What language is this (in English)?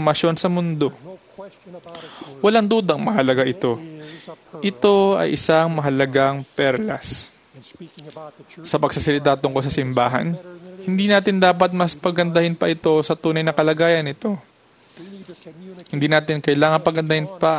Filipino